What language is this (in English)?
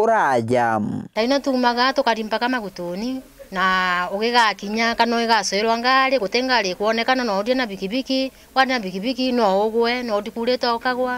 Meru